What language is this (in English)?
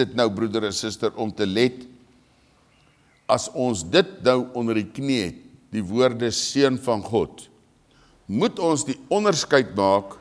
Afrikaans